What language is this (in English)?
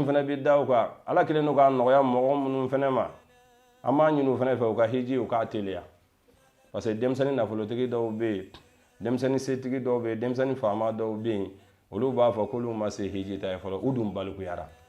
Bambara